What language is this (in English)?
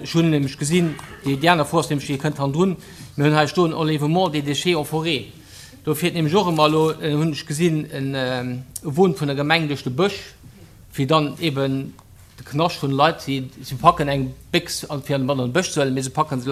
Luxembourgish